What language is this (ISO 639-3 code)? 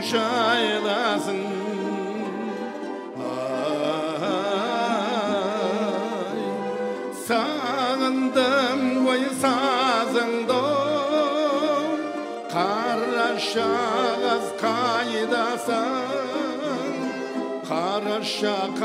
kaz